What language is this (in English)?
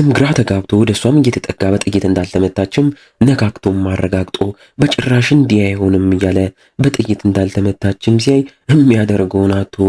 Amharic